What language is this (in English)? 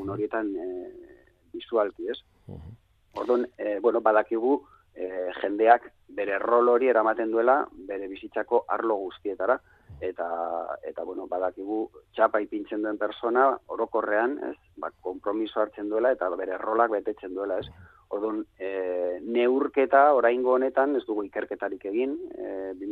Basque